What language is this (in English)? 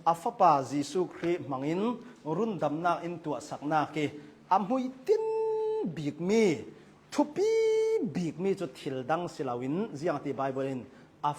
Hakha Chin